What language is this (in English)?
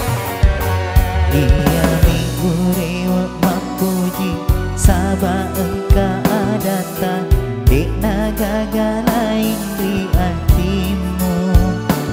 Buginese